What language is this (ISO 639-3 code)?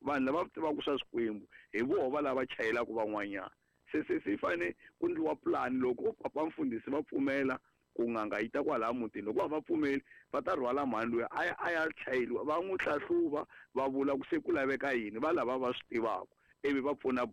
tso